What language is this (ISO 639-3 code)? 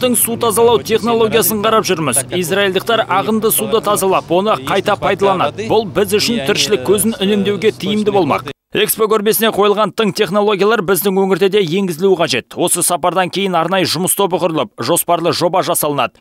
kaz